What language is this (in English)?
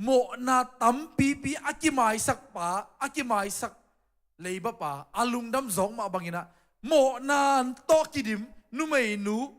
Tedim Chin